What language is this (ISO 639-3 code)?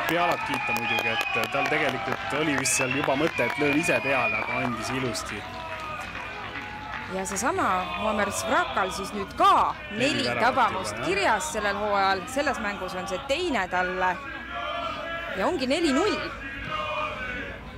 est